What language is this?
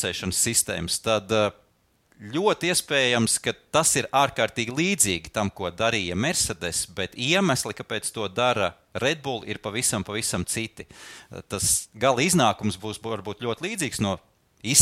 Latvian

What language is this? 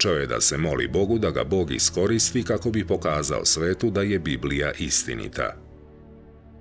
Serbian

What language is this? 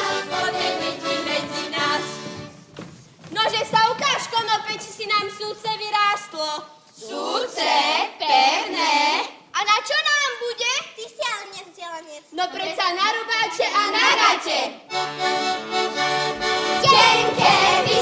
Slovak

